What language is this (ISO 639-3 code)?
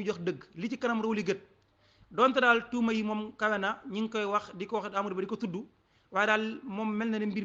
wol